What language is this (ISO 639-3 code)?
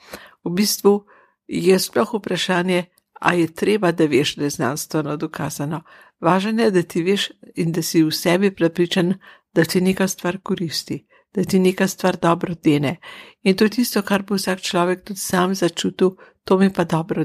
slv